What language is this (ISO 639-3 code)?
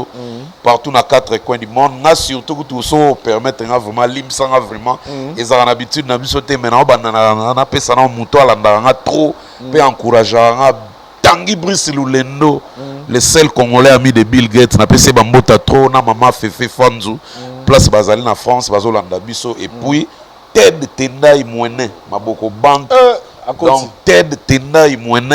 lin